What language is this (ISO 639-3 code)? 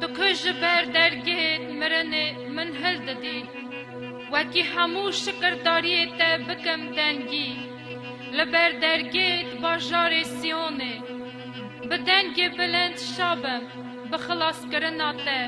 kur